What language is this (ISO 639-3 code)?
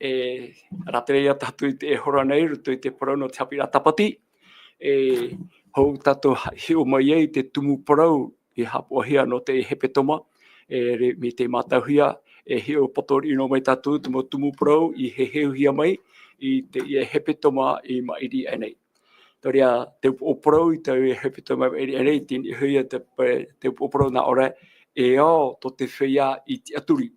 tah